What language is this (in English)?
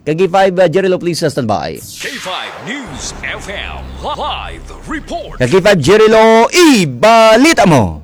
Hiligaynon